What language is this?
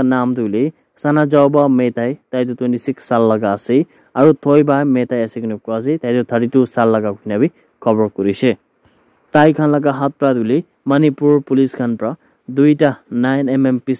Naga Pidgin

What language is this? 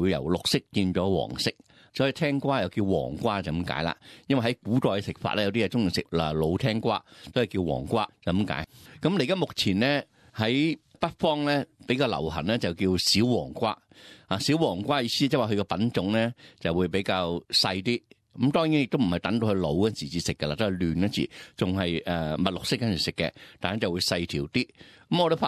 Cantonese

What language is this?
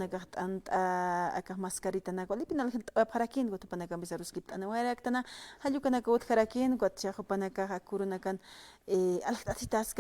Aymara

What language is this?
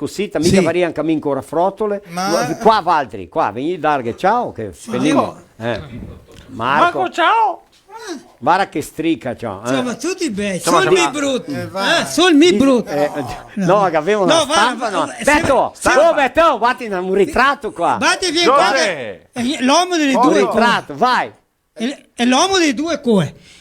Venetian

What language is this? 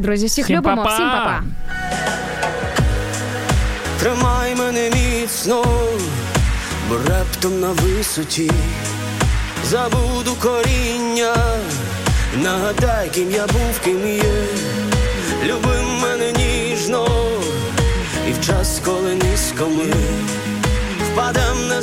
Ukrainian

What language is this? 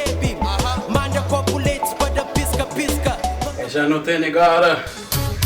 Kabuverdianu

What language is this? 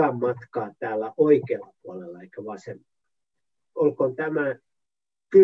Finnish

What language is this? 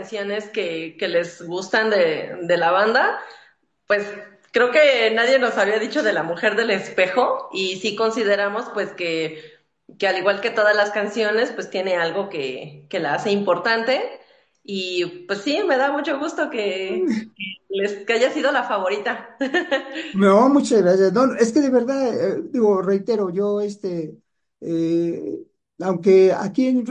Spanish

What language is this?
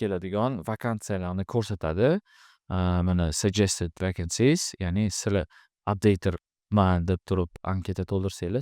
Uzbek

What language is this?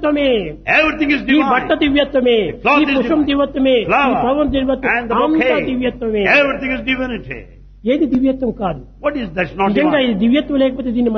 Telugu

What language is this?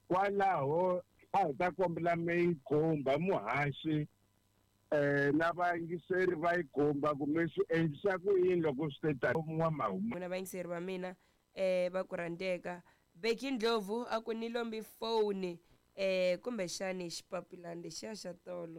Tsonga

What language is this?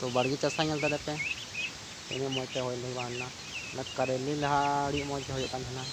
Santali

